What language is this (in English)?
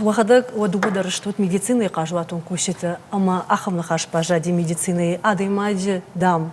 Ossetic